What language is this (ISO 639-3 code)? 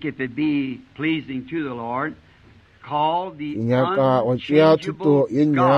nso